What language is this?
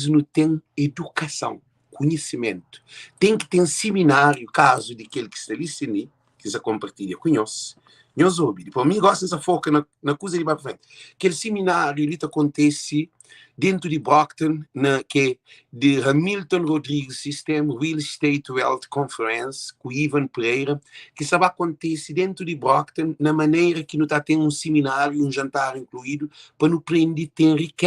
Kabuverdianu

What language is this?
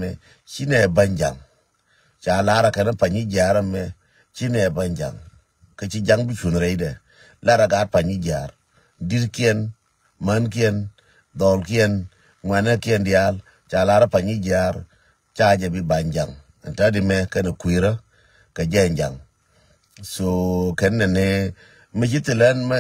Nuer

